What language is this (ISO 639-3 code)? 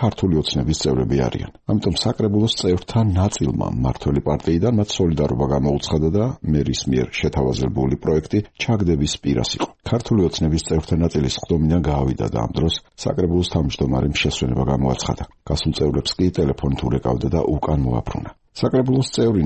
kat